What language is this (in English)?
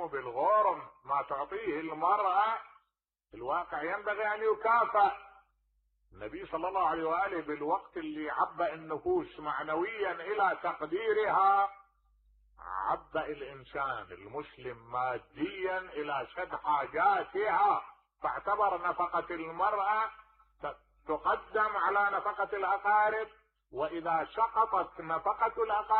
Mesopotamian Arabic